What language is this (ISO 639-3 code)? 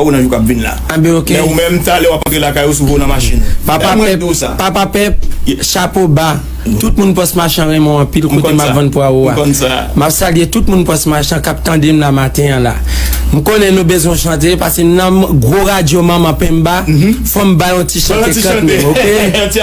hat